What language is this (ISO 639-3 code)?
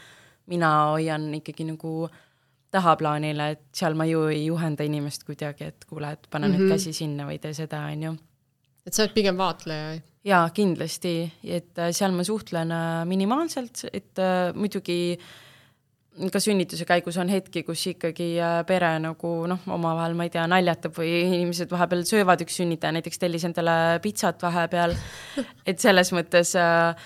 est